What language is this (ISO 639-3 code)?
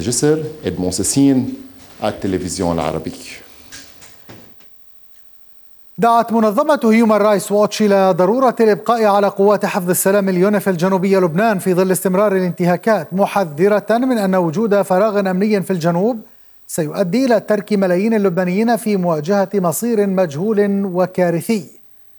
ara